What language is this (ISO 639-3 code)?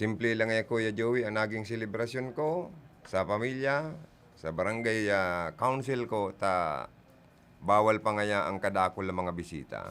bik